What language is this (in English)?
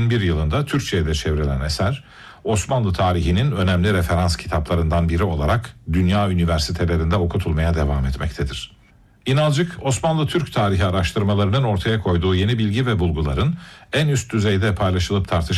Turkish